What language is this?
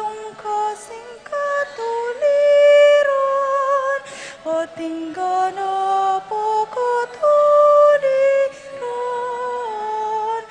Pampanga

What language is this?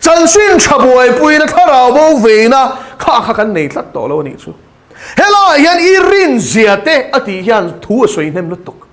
Mizo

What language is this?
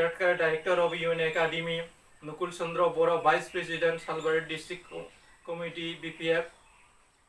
Bodo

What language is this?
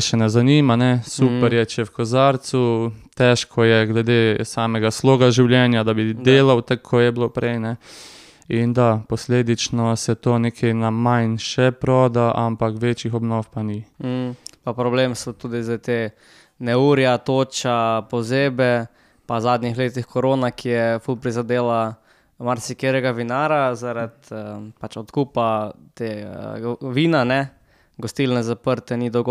Slovenian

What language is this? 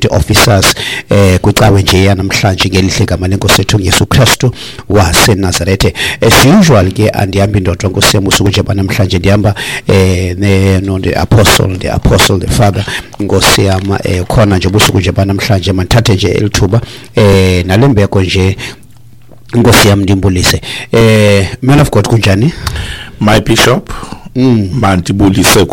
Xhosa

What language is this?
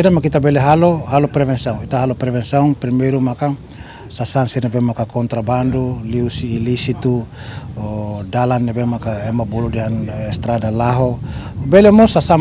Tetum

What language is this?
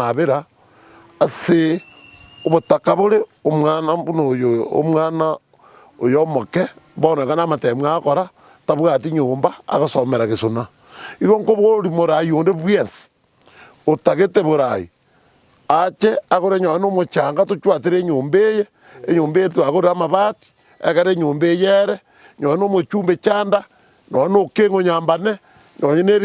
Gusii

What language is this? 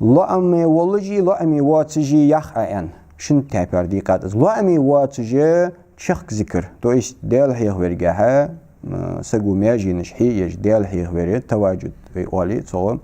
Ingush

